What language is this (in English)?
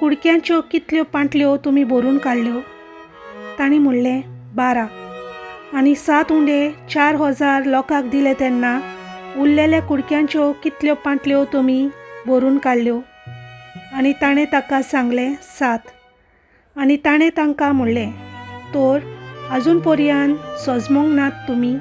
Konkani